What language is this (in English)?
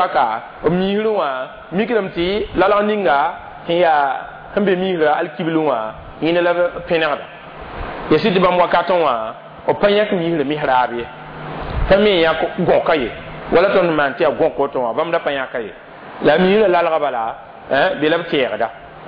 Mossi